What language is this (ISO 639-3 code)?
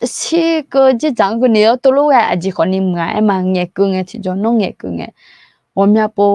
ahk